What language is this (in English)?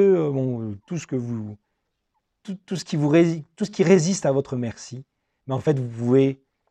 French